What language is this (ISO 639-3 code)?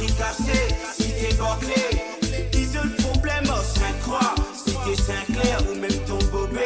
mfe